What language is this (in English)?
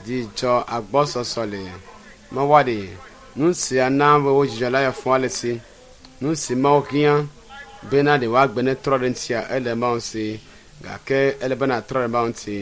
Ewe